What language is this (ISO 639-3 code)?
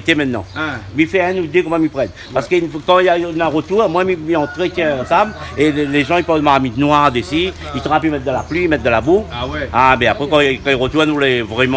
rcf